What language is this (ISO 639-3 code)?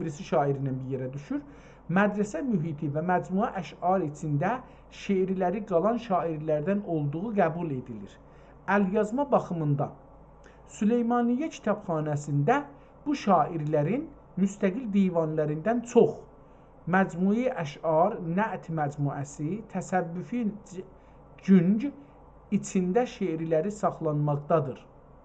azb